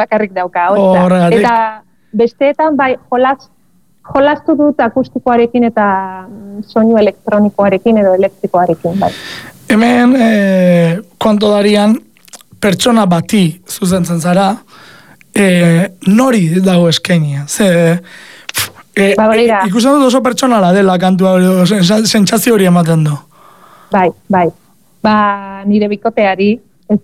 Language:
Basque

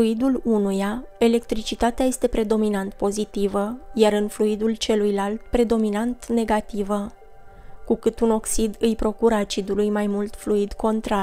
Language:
Romanian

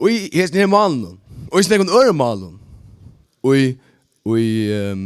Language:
Faroese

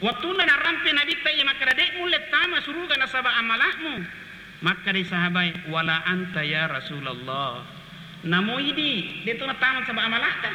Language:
Buginese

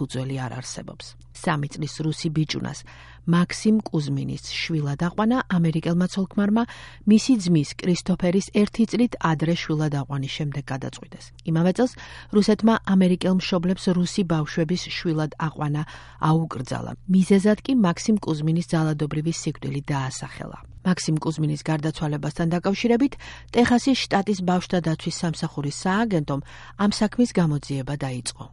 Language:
Georgian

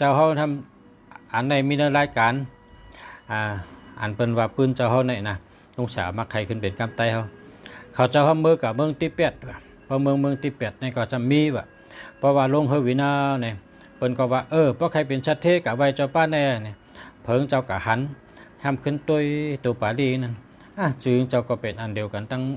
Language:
Shan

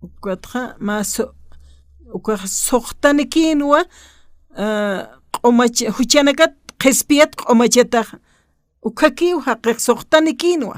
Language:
Aymara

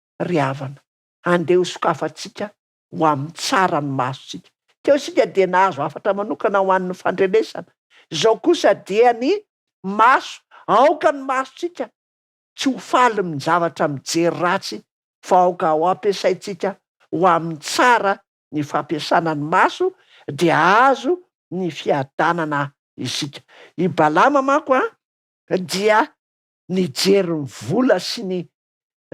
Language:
Malagasy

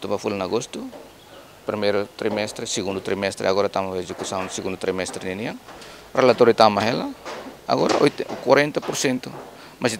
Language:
Tetum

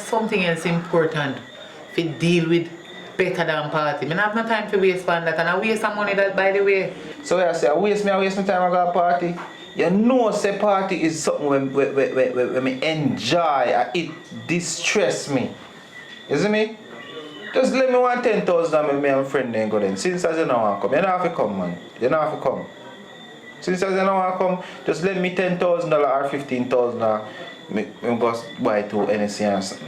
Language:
Jamaican Creole English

